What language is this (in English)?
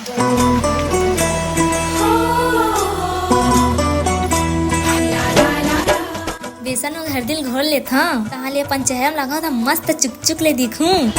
Chhattisgarhi